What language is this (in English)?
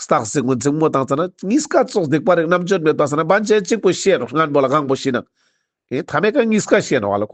Ladakhi